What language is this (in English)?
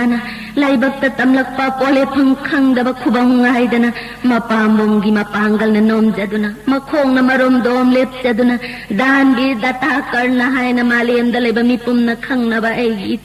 Manipuri